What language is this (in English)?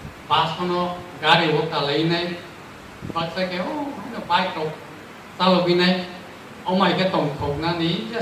Kok Borok